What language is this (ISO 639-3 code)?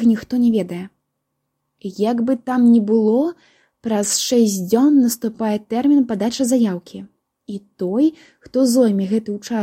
bel